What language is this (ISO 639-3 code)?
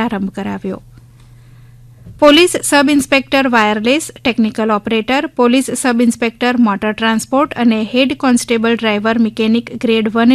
guj